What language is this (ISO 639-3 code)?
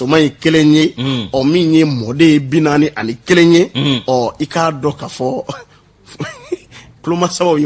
bam